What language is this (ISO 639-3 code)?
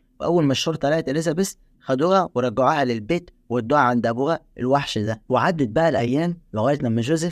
arz